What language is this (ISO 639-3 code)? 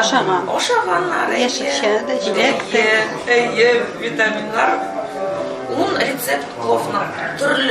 tat